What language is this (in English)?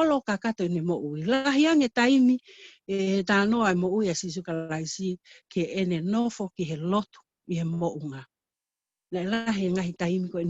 Tongan